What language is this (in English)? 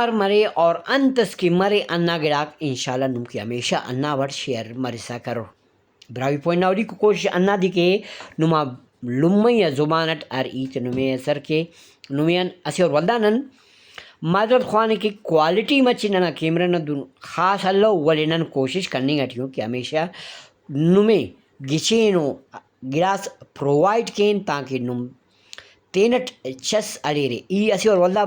Brahui